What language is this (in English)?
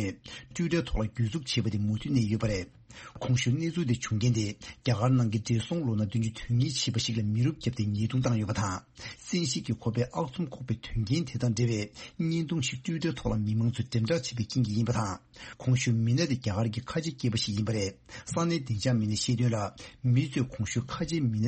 Tibetan